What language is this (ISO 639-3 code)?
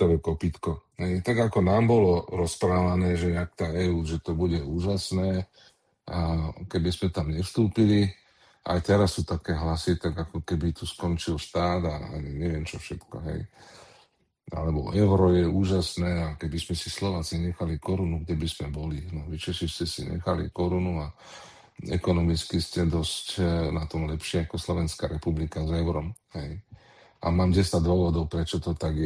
slk